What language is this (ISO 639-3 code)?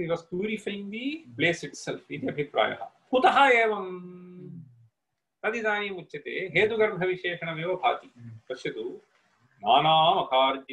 san